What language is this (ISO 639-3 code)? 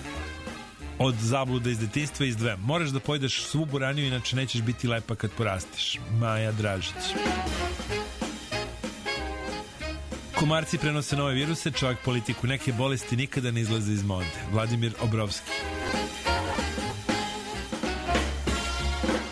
srp